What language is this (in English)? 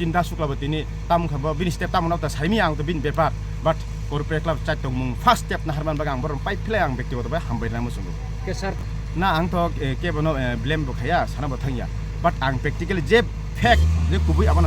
Kok Borok